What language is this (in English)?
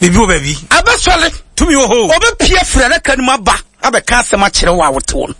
Akan